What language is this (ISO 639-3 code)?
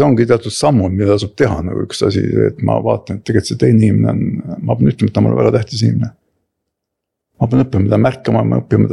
est